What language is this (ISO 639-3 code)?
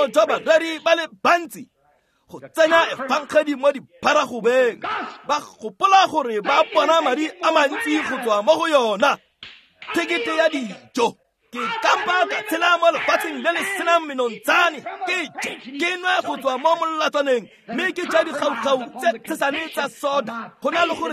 tsn